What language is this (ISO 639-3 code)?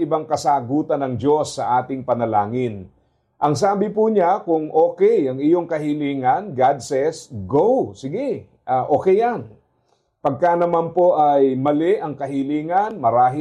fil